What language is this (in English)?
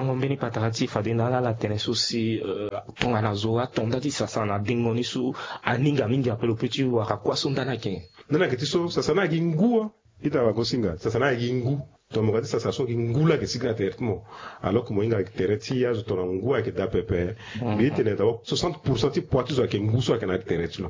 Sango